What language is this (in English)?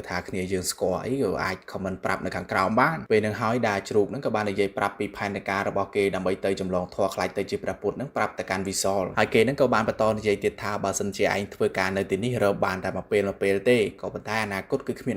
Khmer